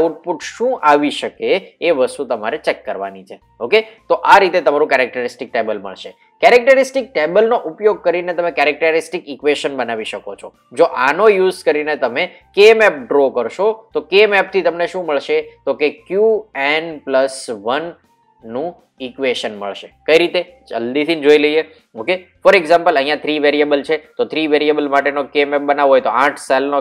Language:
Gujarati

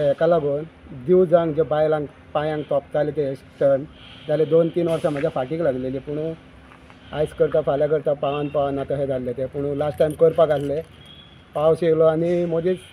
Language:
Konkani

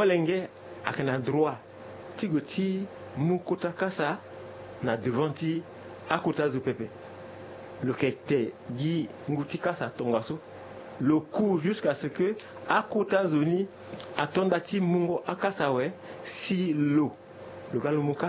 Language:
Sango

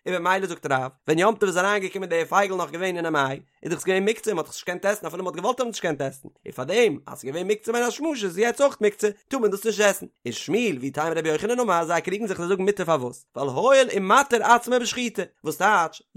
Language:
Yiddish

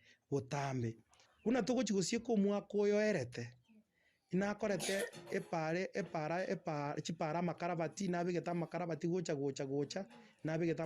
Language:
Gusii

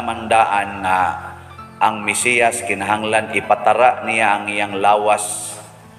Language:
Cebuano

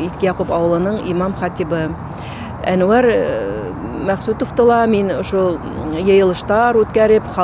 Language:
Bashkir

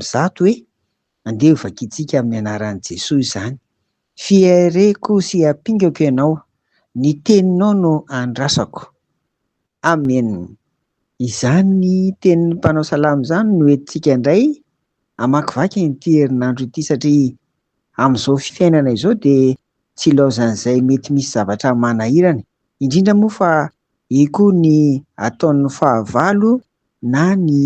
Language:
Malagasy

